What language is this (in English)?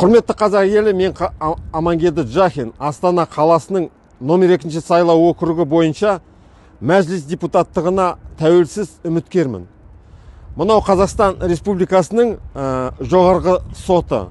Kazakh